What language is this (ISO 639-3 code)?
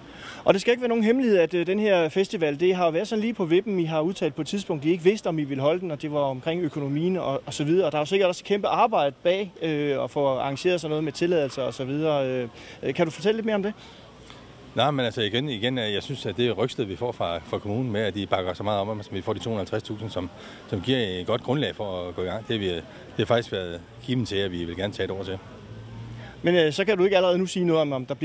dan